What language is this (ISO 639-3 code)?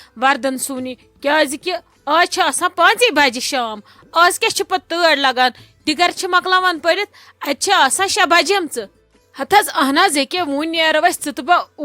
kas